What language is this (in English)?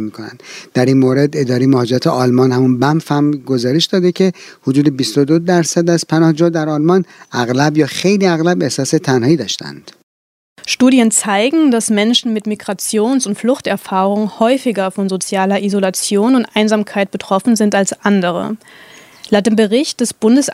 Persian